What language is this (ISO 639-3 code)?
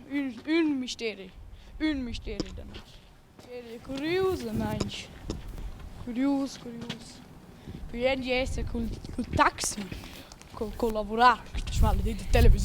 roh